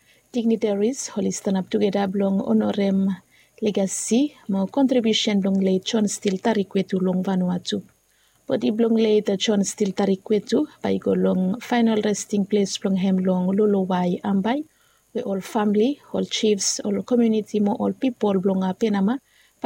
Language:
Bislama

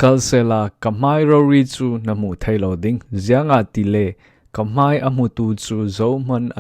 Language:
Falam Chin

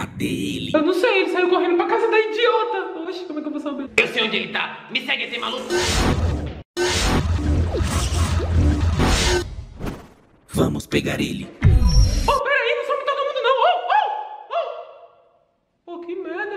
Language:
Portuguese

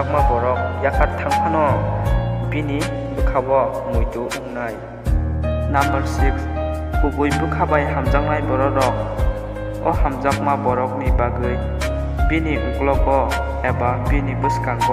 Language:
Kok Borok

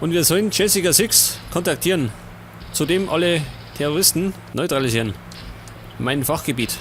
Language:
Bavarian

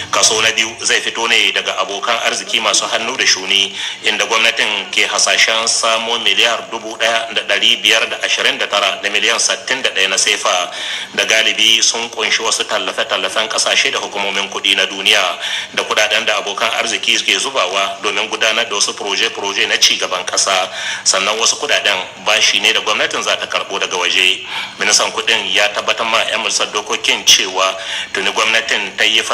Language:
Hausa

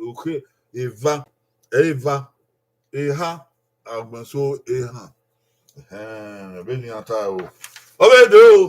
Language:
Bini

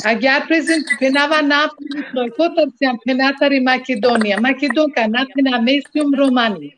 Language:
Balkan Romani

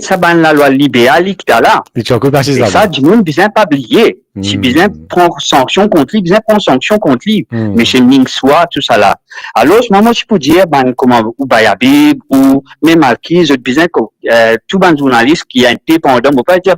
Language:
Morisyen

